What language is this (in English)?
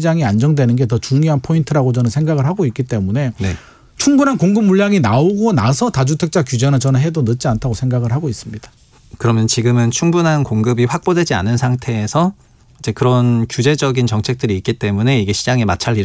Korean